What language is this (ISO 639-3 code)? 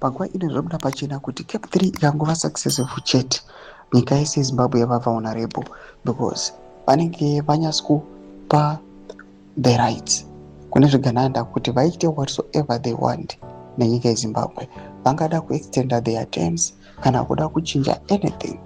sna